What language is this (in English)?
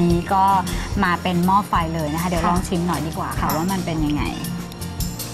Thai